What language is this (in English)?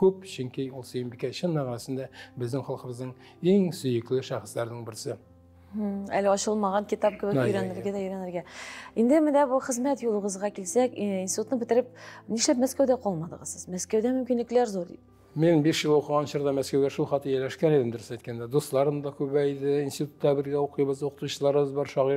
Tatar